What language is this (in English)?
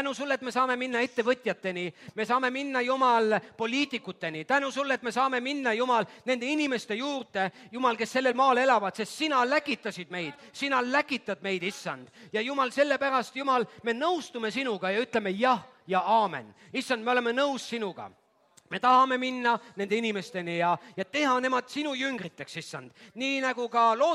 Estonian